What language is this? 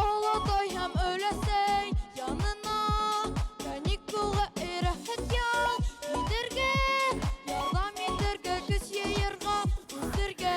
Bashkir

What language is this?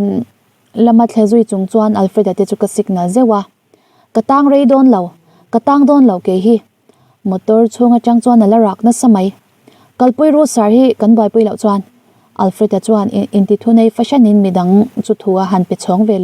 Mizo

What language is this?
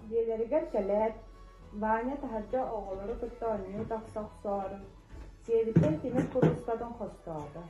Yakut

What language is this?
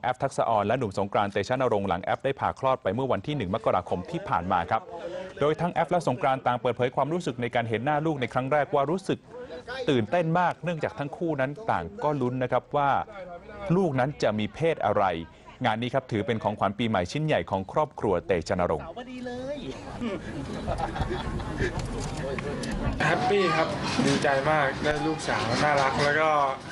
Thai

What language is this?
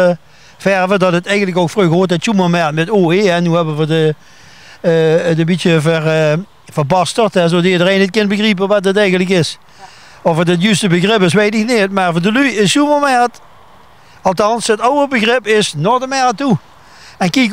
Limburgish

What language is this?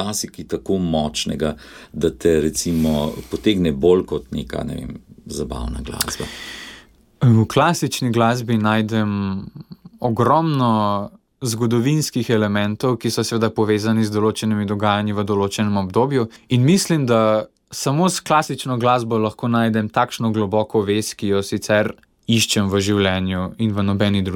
Slovenian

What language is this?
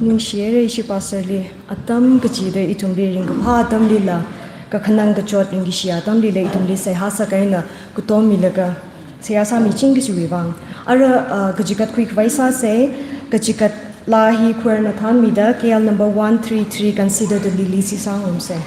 Tangkhul Naga (India)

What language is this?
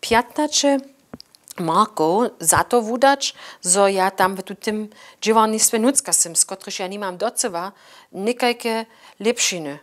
Upper Sorbian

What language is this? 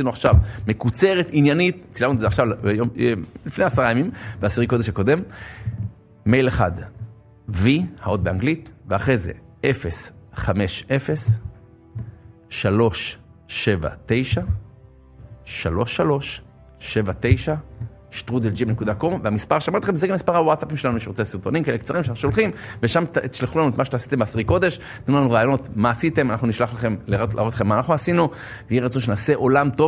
Hebrew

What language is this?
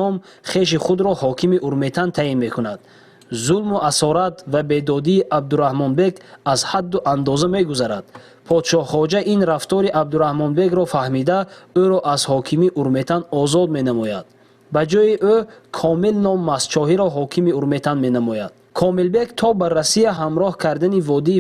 Tajik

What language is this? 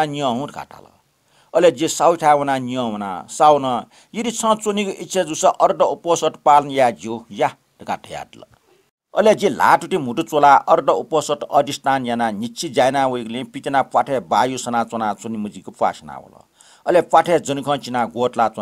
Newari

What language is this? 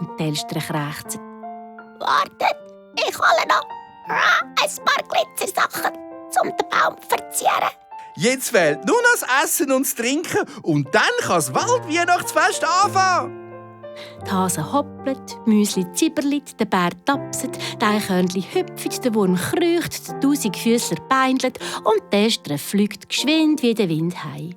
Swiss German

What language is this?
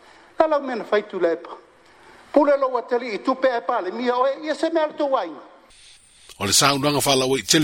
Samoan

